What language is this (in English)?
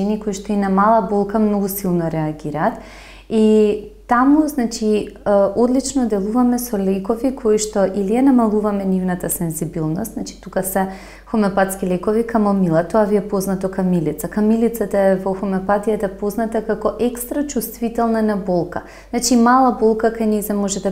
Macedonian